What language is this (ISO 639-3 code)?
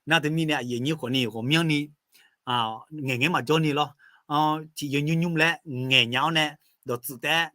ahk